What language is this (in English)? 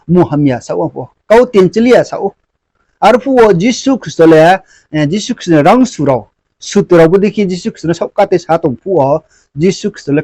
Riang (India)